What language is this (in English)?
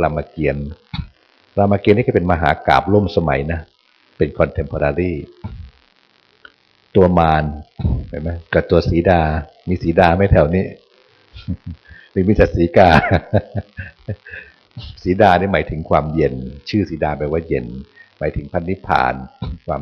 Thai